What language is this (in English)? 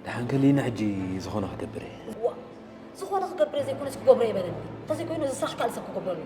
Tigrinya